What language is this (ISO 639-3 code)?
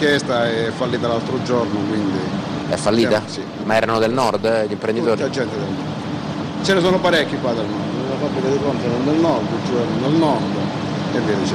ita